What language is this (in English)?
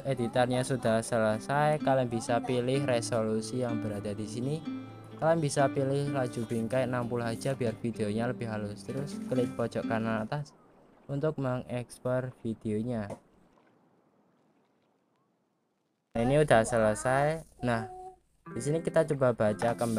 Indonesian